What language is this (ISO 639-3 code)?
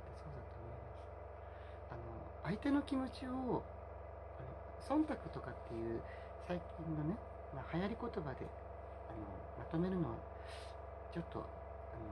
jpn